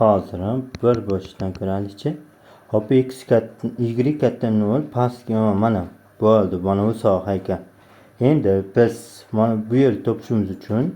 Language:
Uzbek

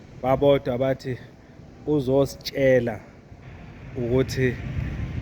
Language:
Zulu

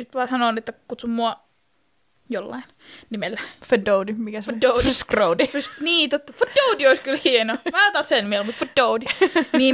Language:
Finnish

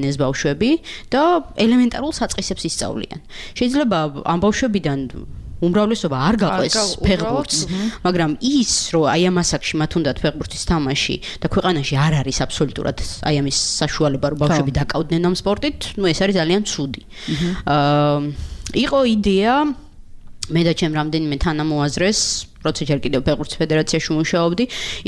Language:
Georgian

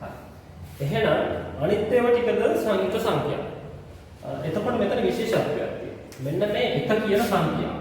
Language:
Sinhala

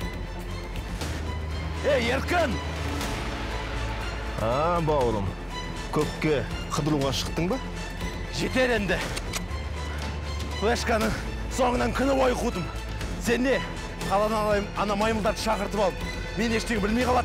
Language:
Kazakh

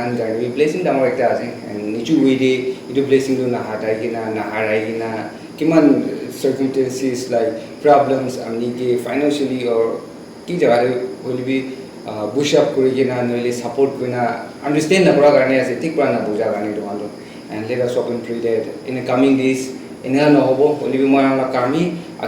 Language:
Naga Pidgin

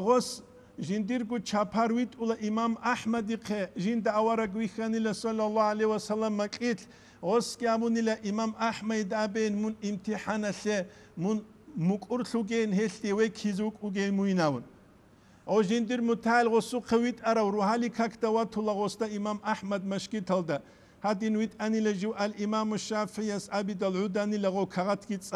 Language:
Avaric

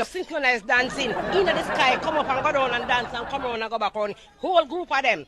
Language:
Jamaican Creole English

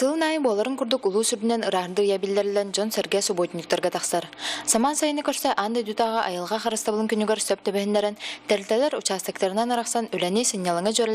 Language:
Yakut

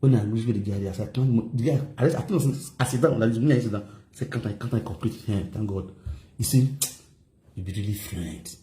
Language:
Nigerian Pidgin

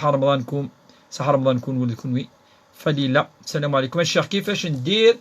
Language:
Kabyle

